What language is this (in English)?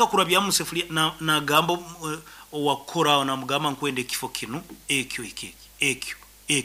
Nyoro